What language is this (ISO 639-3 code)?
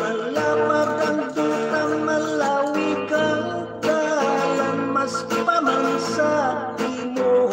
hil